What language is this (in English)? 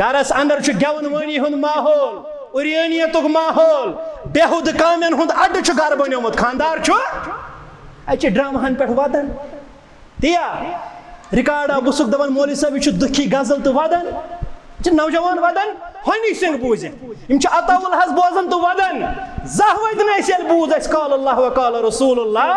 Kashmiri